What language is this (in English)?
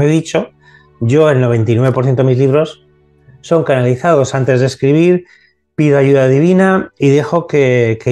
Spanish